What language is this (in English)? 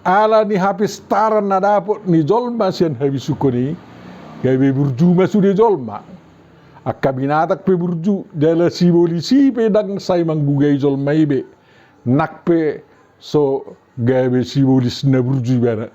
Batak Toba